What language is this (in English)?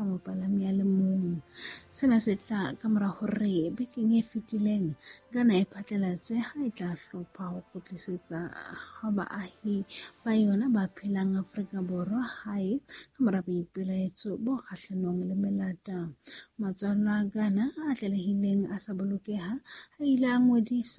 Southern Sotho